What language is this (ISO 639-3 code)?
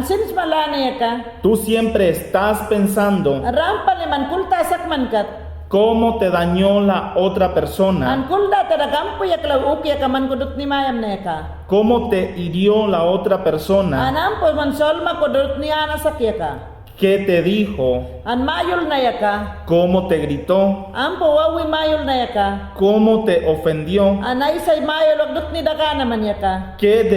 yan